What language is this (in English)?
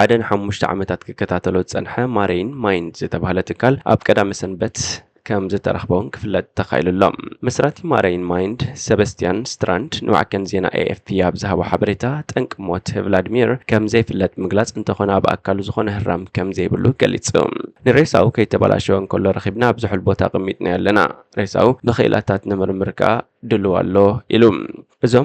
Tigrinya